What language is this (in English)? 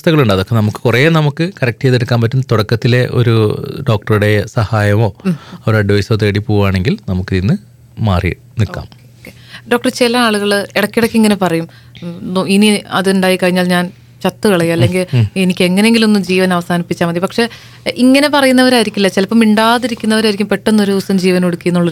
Malayalam